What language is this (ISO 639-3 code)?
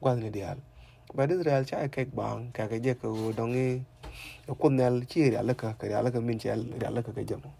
nus